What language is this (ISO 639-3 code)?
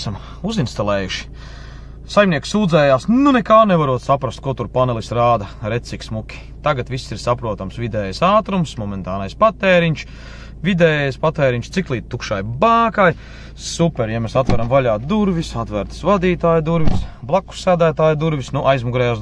lav